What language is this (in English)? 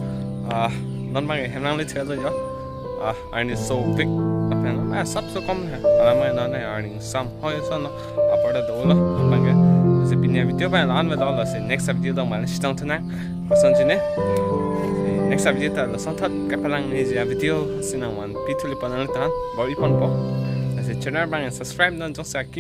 Karbi